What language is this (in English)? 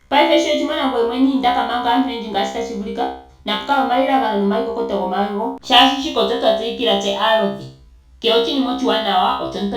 Ndonga